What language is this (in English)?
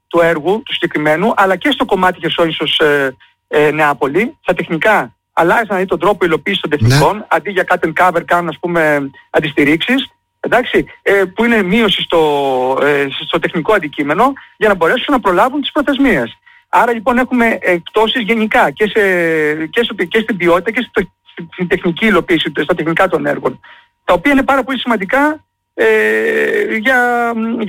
Greek